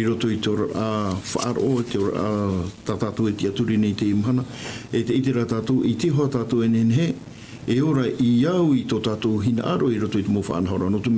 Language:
Tahitian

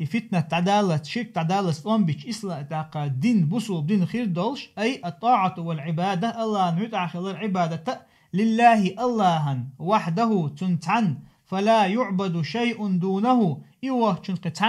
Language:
Chechen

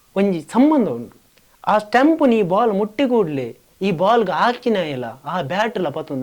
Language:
Tulu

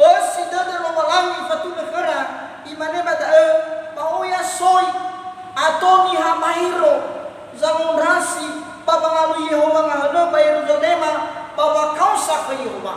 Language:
Nias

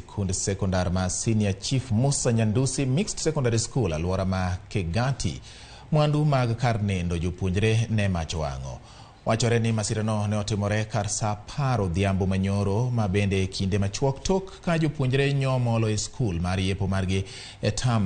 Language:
Luo (Kenya and Tanzania)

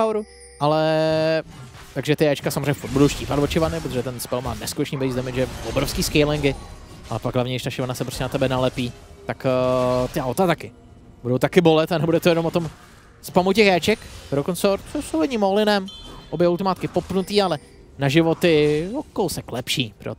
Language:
Czech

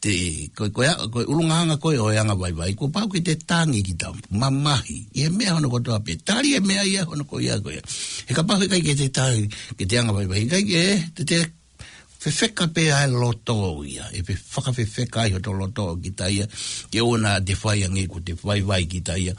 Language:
Tongan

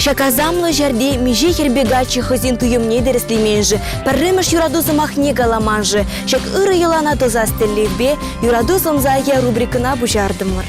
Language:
Chuvash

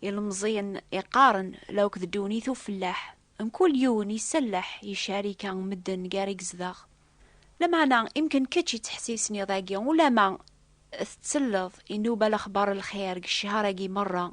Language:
Kabyle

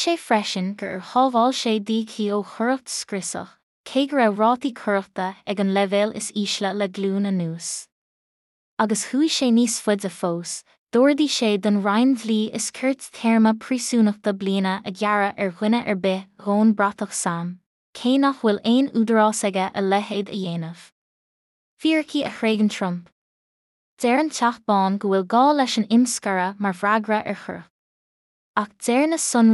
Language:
Irish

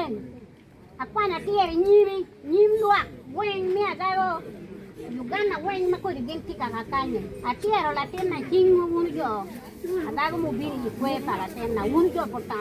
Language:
Acoli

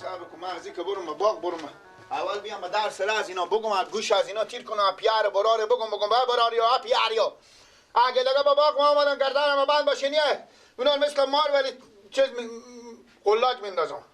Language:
Persian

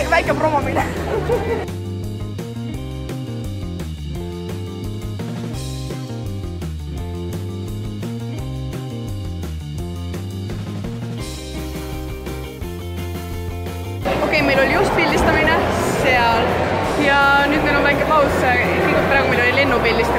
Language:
Estonian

